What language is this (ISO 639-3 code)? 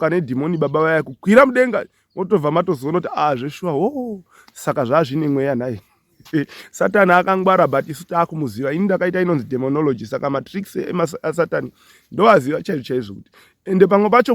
sna